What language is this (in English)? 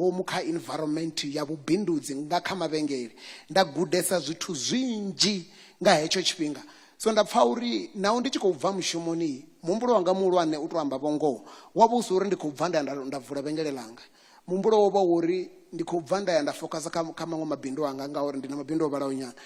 Venda